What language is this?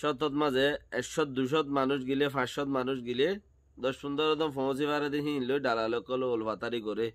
Rohingya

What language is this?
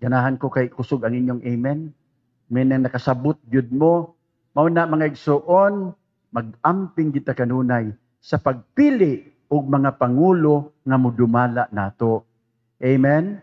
Cebuano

